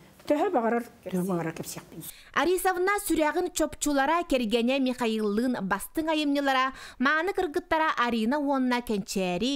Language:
Yakut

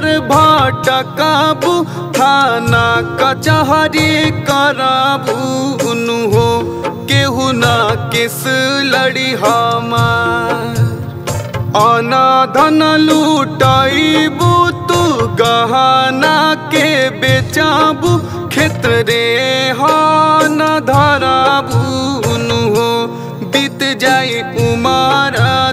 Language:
Bhojpuri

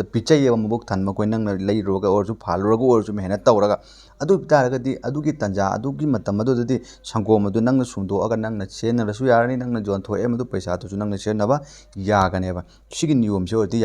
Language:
Manipuri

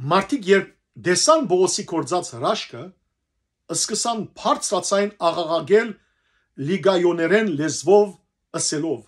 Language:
Western Armenian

